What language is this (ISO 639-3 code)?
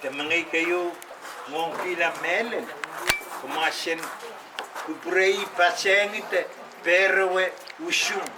pon